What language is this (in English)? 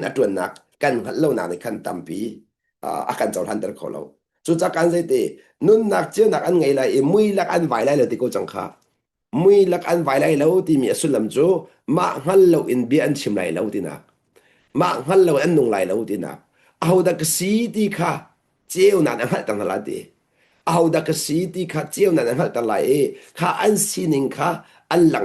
Hakha Chin